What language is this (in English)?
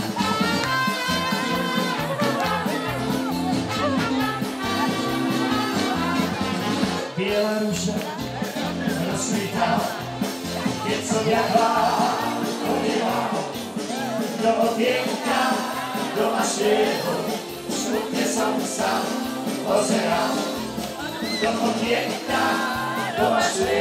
Slovak